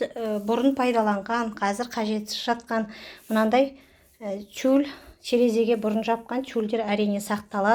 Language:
Kazakh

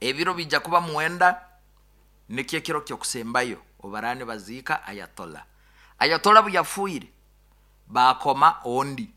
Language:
Nyoro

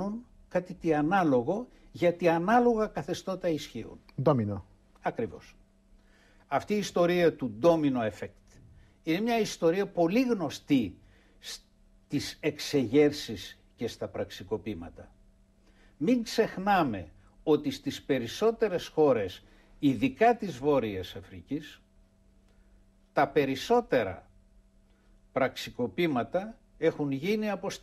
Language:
Greek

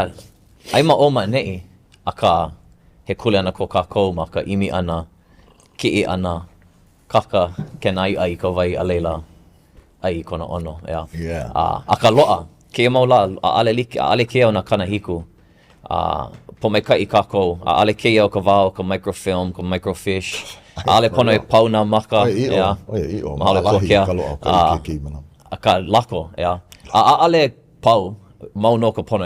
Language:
Hawaiian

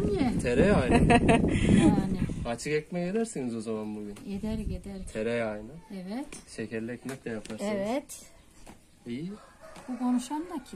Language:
Turkish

